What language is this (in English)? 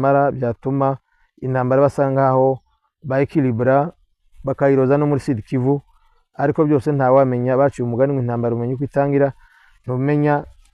Kinyarwanda